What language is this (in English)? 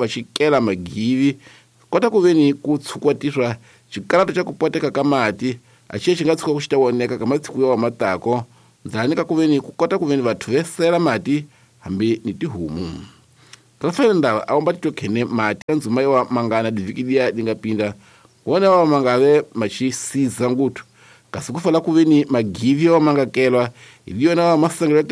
Tsonga